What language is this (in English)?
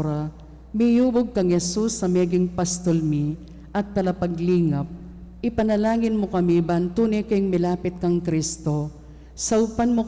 Pampanga